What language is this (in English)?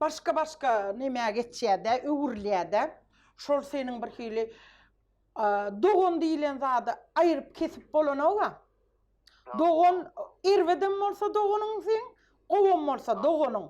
Turkmen